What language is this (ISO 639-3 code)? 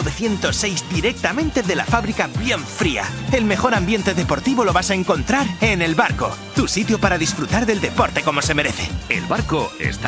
spa